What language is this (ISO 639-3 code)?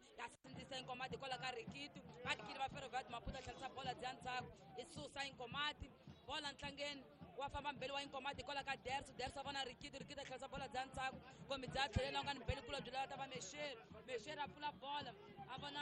tso